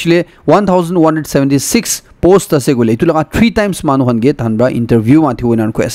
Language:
Naga Pidgin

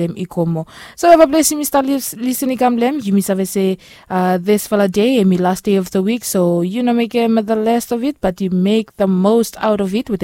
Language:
Bislama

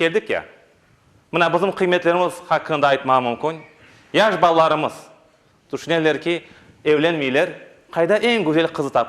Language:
Crimean Tatar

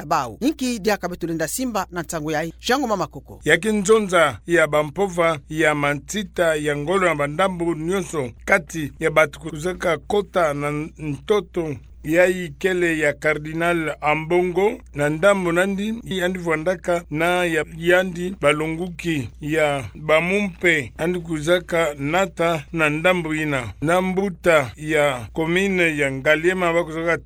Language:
Kituba (Democratic Republic of Congo)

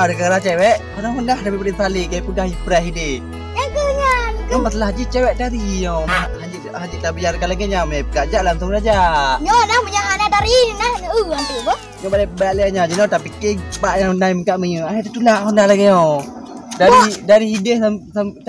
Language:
Achinese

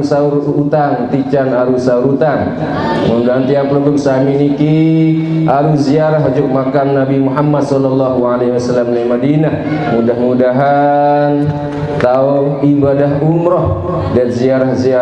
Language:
Sasak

